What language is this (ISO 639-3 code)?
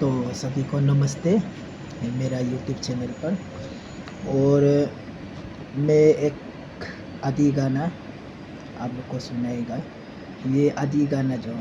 adi